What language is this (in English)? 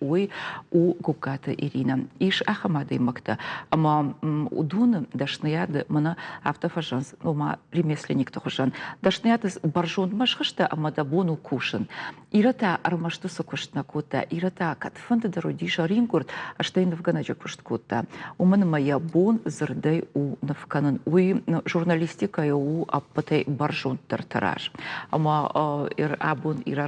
Ossetic